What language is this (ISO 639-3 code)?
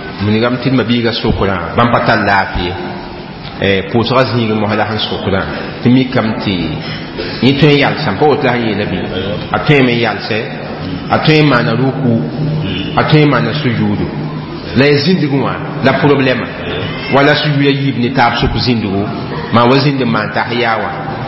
mos